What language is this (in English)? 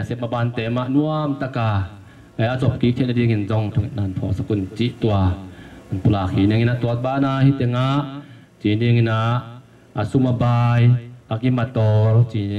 Tedim Chin